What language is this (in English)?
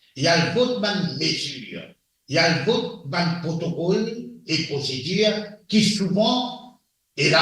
Morisyen